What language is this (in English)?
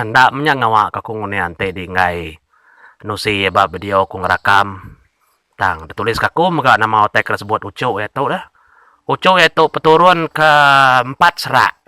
Iban